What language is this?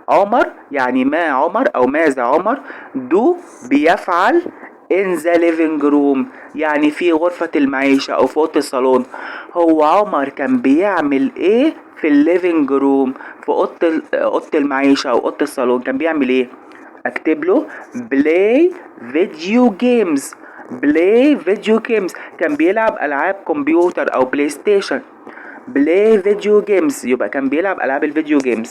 Egyptian Arabic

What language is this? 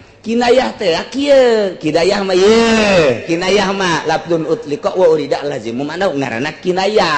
Sundanese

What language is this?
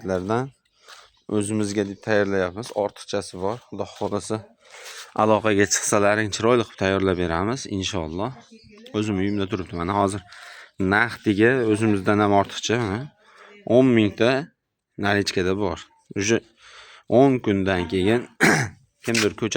Uzbek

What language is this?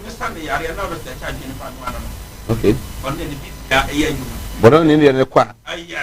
Akan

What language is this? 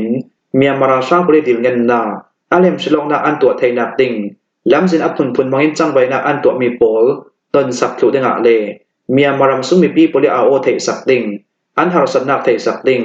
Hakha Chin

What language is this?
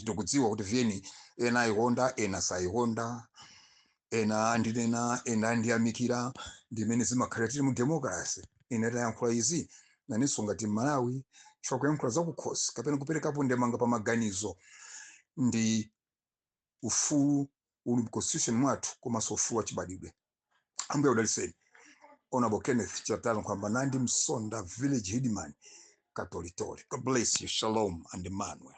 Nyanja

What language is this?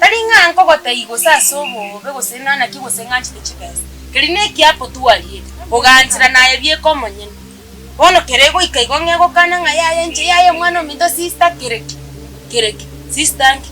Gusii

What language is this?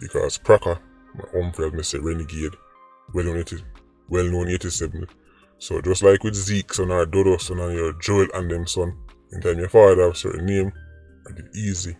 Jamaican Creole English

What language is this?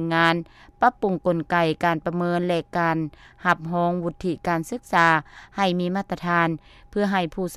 Lao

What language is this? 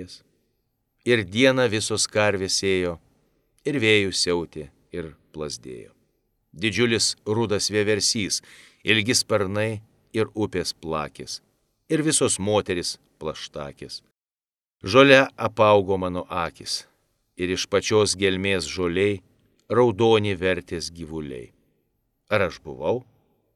Lithuanian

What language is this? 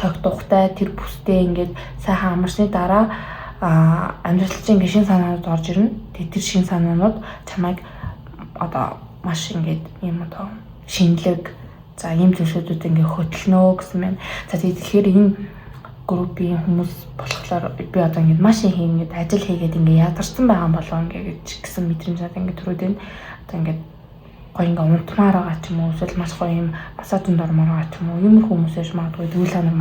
Mongolian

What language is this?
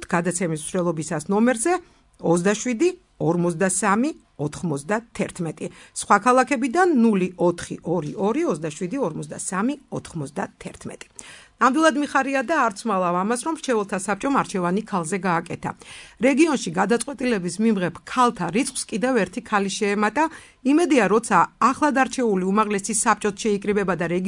Georgian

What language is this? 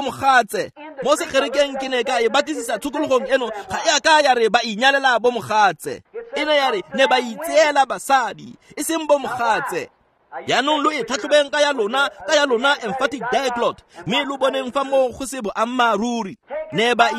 Tswana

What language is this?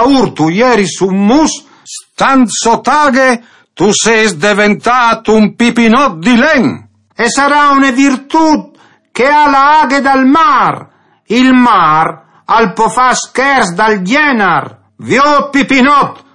Friulian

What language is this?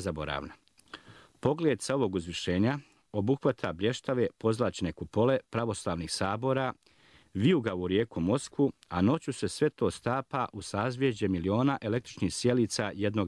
Bosnian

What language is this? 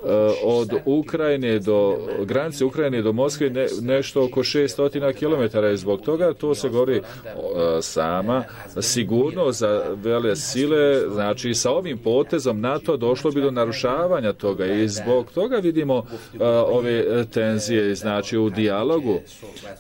Bosnian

